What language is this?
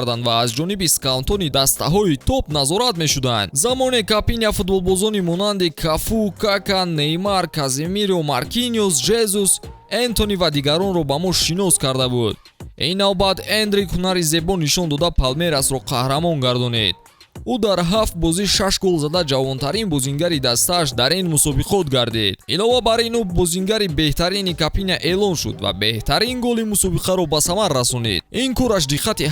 Tajik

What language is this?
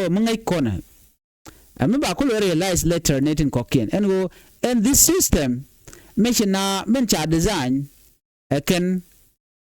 Nuer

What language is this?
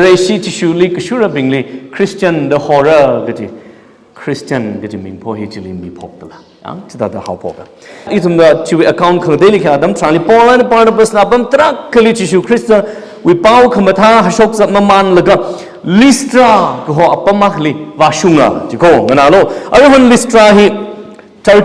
Tangkhul Naga (India)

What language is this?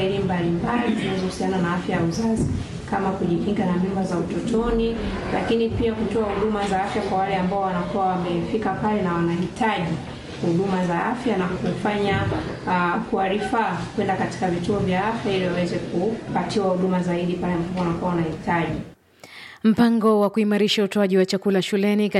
Swahili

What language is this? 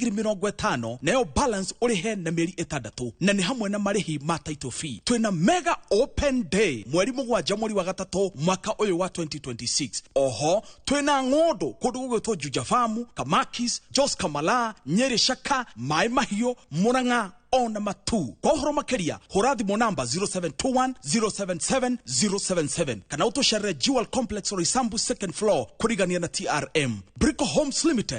Kikuyu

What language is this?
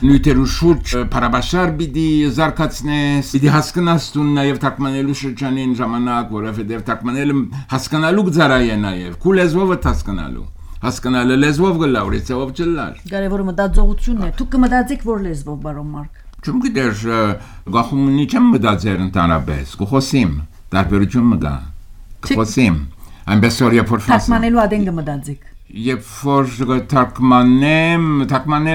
Armenian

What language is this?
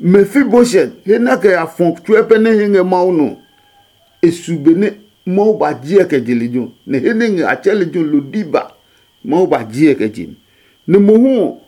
Adangme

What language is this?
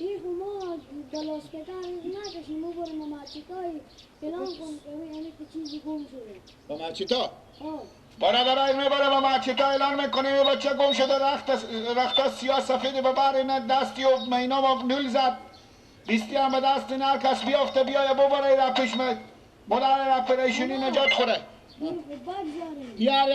Persian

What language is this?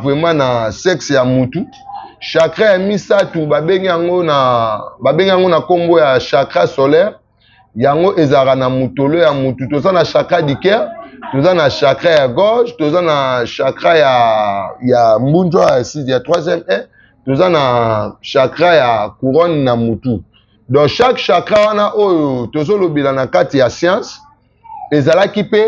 Lingala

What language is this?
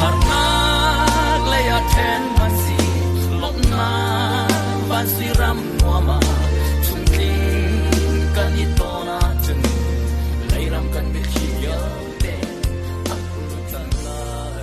Hakha Chin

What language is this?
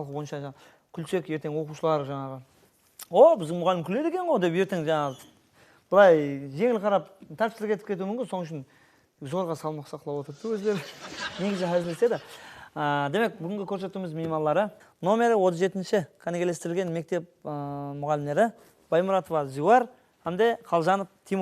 Kara-Kalpak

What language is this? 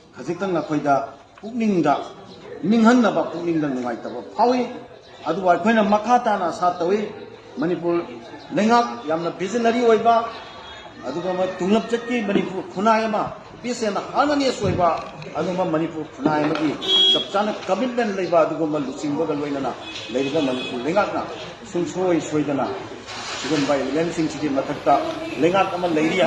Manipuri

